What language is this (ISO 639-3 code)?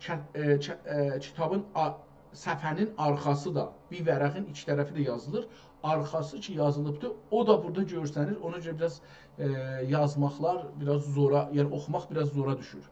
azb